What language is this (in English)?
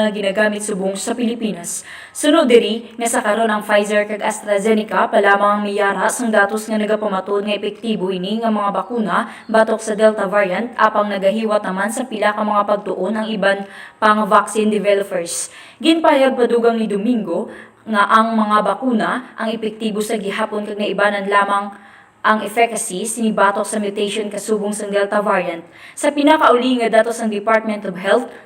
Hiligaynon